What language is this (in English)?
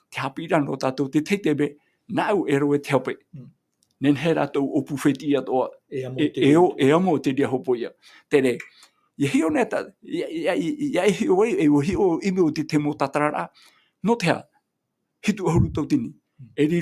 Tahitian